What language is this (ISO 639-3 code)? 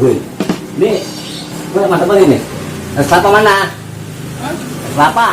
bew